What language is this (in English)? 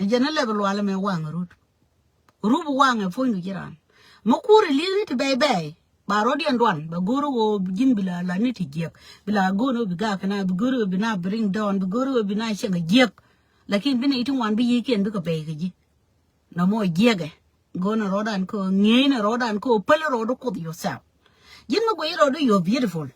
Nuer